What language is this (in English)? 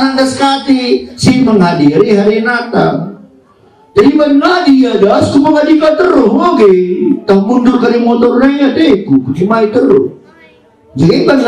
Batak Karo